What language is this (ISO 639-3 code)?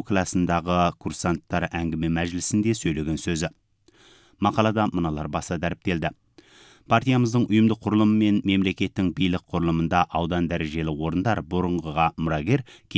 kaz